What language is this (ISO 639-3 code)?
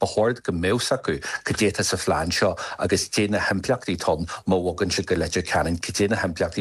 gle